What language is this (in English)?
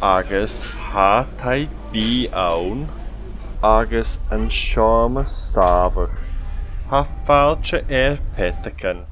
Scottish Gaelic